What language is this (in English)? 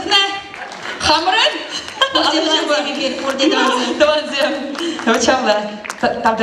Chuvash